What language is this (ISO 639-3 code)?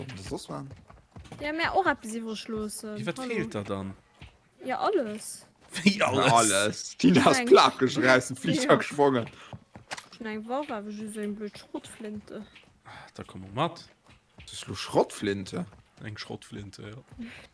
ltz